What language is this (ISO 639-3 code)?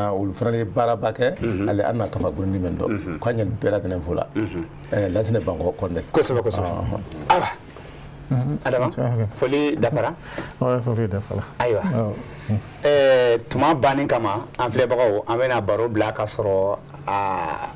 bam